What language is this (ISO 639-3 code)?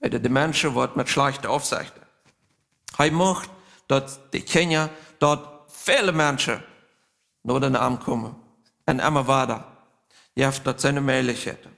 pdt